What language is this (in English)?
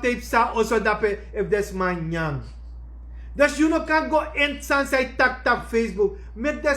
Sranan Tongo